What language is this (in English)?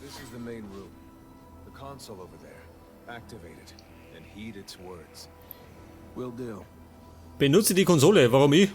Bavarian